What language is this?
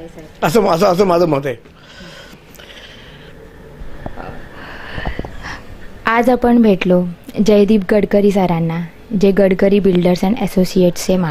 Marathi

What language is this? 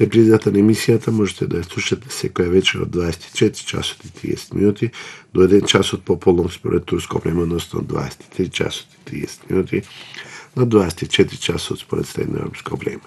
Macedonian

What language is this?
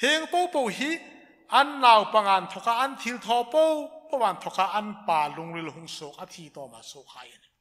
Hmar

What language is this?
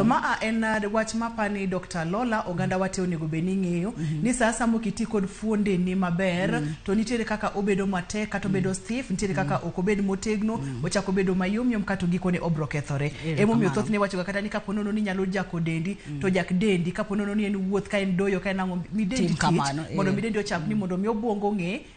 Luo (Kenya and Tanzania)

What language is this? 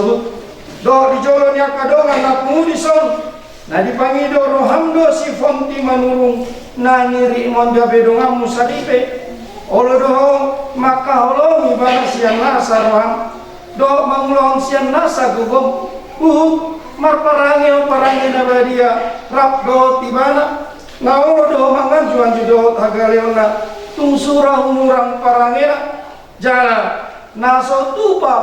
Batak Toba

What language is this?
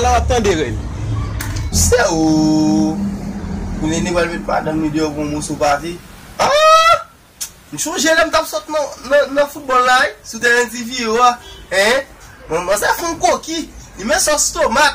Haitian Creole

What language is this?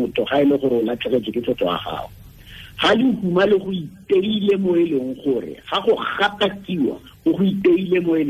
Tswana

